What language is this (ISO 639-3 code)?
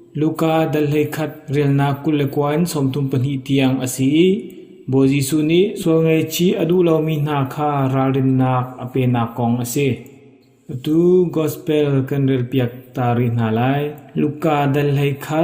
cnh